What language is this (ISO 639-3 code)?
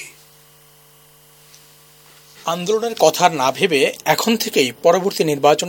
ben